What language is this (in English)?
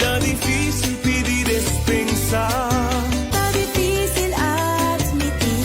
Papiamento